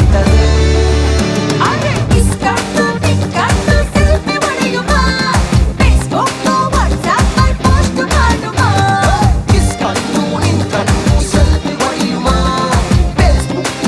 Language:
Kannada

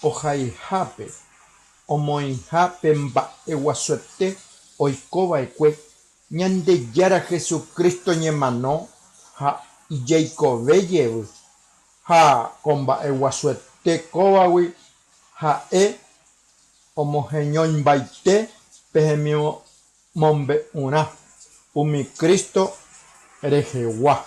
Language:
Guarani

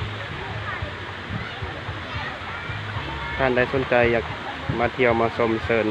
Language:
Lao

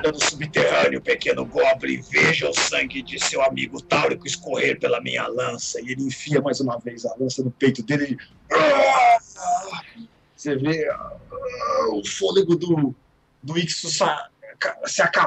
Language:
Portuguese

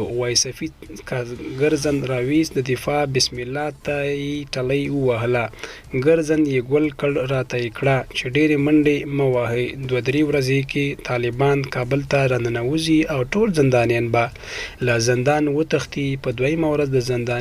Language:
Pashto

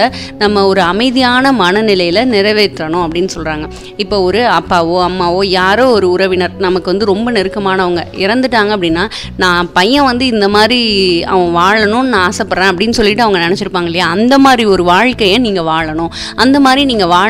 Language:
Tamil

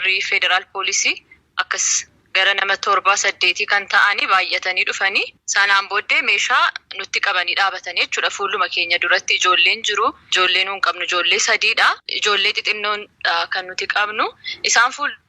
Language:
Oromo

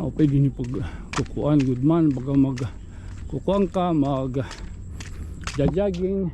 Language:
Waray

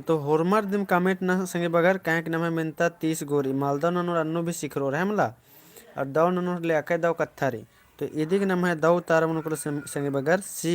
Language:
Kurukh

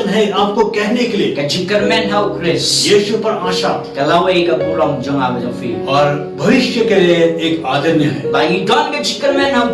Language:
Khasi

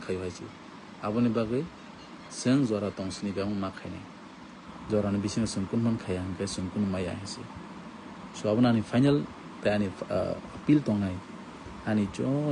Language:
Kok Borok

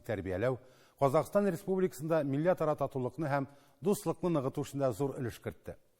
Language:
Tatar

